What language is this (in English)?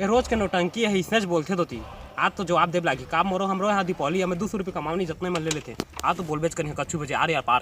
Chhattisgarhi